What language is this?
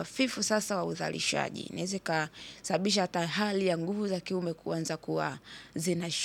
Swahili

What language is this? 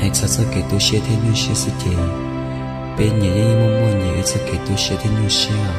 Hmong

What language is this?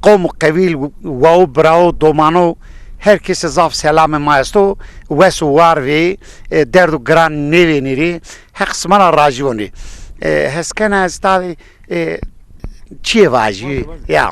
Zaza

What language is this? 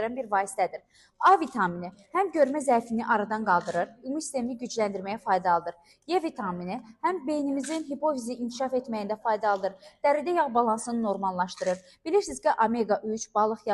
Azerbaijani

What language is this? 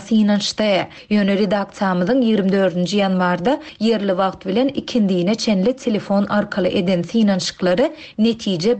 Turkmen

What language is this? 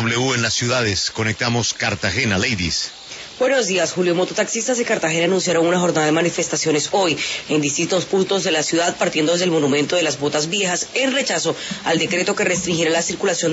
Spanish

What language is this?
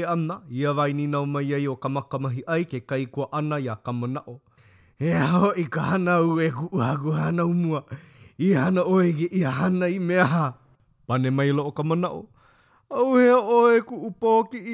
Hawaiian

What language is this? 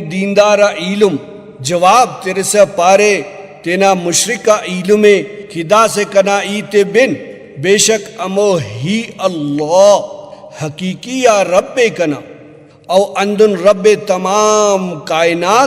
Brahui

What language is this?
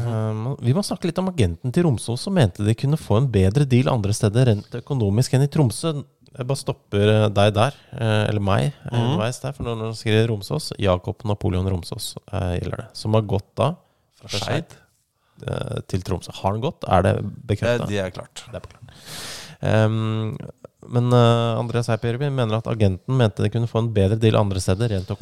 Norwegian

